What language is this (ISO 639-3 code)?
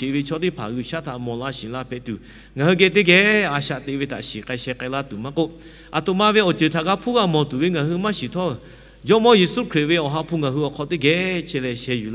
lhu